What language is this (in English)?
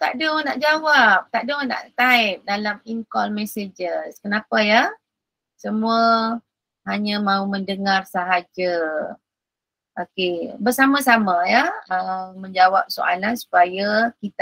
Malay